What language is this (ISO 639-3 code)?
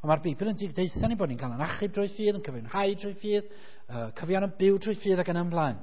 cym